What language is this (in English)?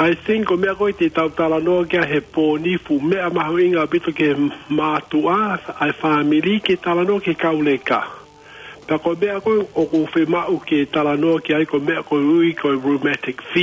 Tongan